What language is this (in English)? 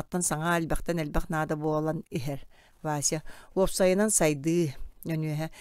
Yakut